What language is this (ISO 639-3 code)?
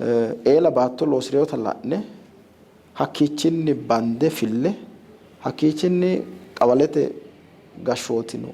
sid